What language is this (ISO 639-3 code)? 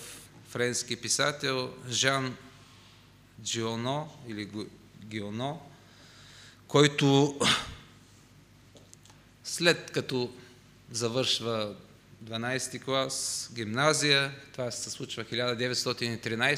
bul